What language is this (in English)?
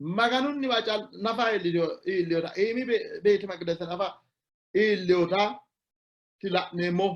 Sidamo